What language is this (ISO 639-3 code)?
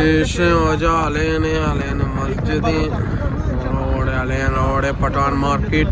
bal